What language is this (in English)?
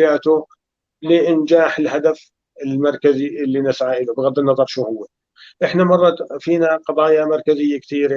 North Levantine Arabic